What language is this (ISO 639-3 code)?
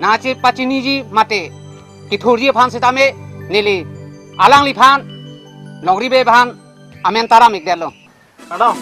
mjw